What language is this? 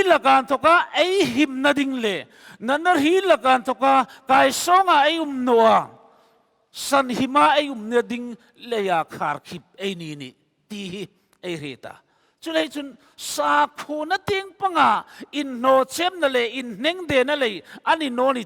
Hmar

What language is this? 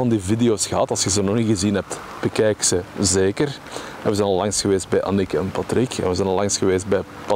Dutch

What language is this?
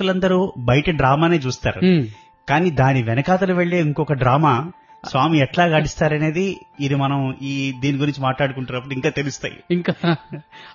Telugu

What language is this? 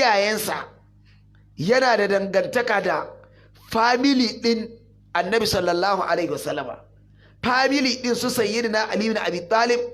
Hausa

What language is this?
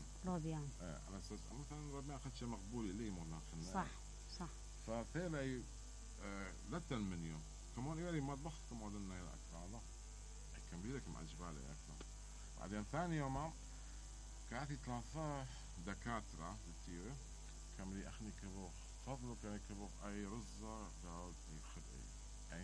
Mesopotamian Arabic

